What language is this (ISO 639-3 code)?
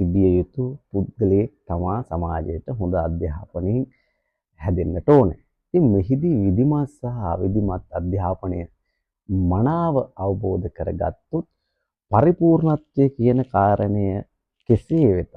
sin